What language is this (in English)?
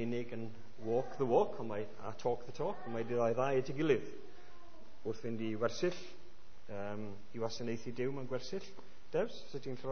Welsh